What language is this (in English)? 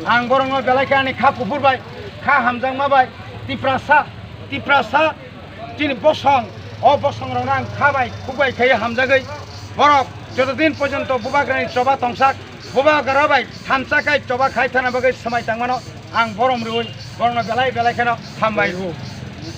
Kok Borok